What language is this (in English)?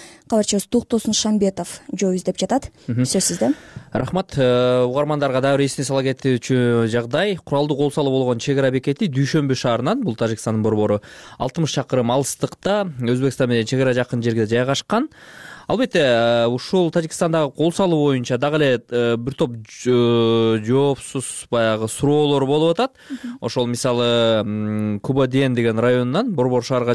Kyrgyz